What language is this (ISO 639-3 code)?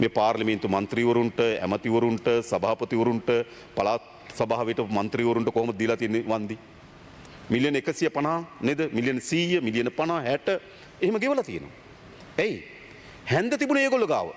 sin